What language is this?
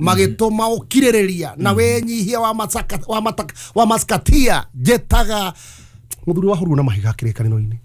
Kikuyu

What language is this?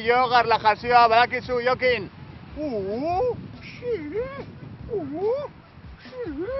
Basque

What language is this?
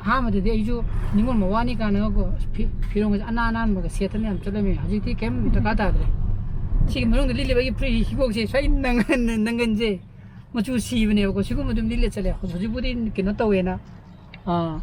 Manipuri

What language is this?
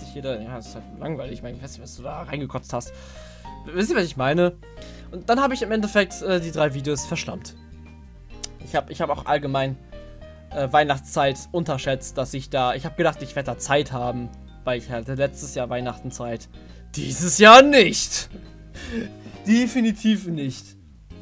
German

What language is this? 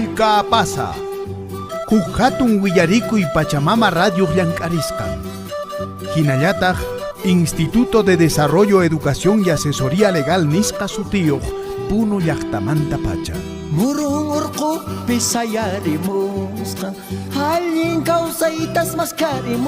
Quechua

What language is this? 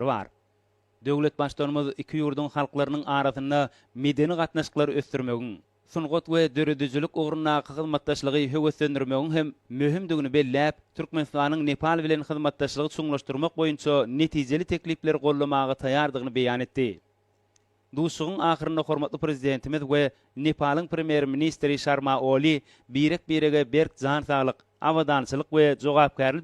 Turkmen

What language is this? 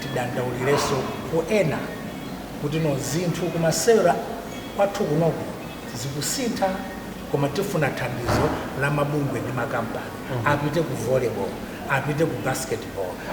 Nyanja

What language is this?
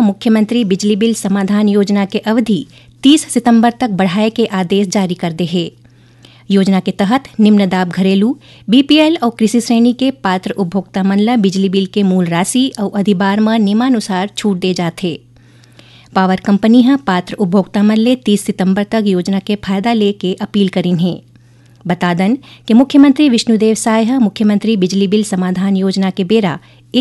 Chhattisgarhi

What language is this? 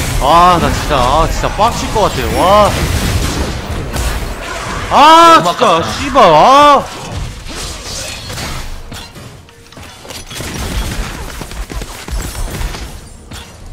Korean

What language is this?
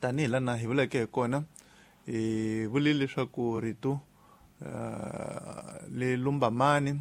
Tsonga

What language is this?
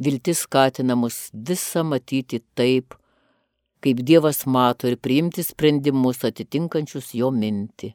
Lithuanian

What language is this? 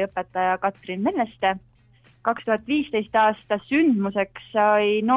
Estonian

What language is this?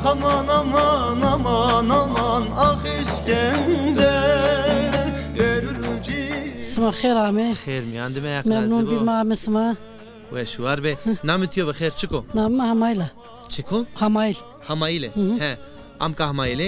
Zaza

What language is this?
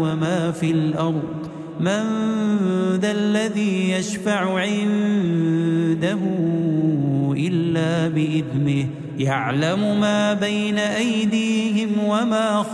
Arabic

